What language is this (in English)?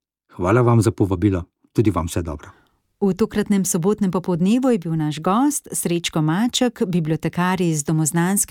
Slovenian